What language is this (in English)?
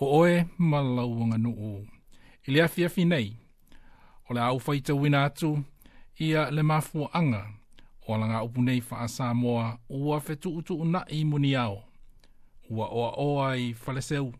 Samoan